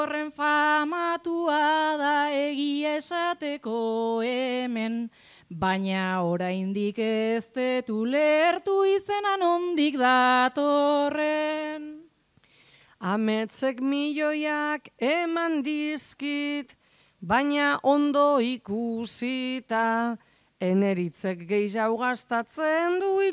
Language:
Basque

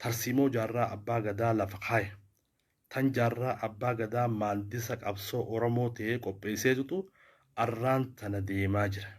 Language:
Oromo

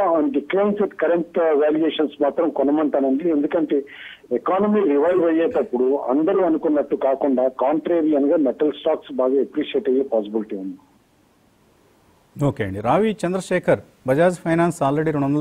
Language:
Telugu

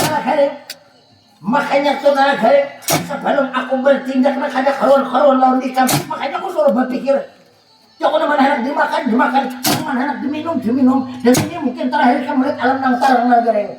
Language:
Banjar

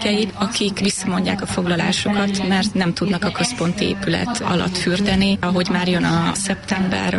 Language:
Hungarian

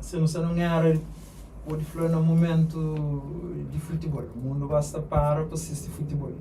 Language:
Kabuverdianu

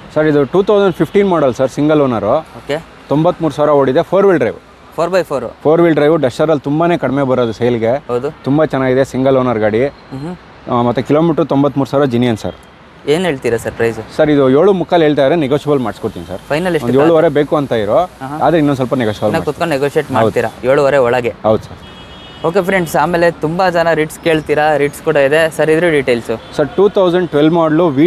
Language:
Kannada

